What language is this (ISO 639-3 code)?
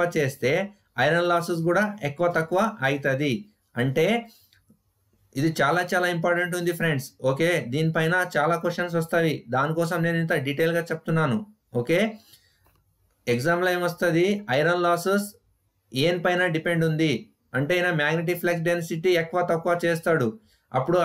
tel